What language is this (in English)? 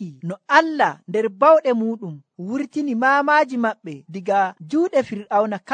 Nigerian Fulfulde